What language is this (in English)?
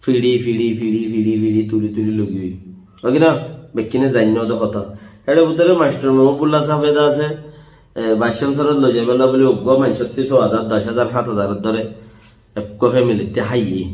Rohingya